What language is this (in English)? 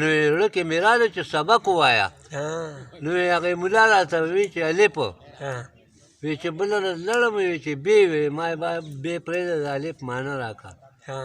Pashto